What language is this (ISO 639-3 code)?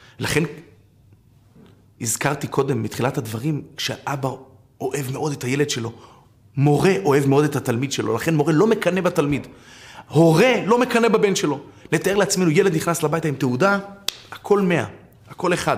heb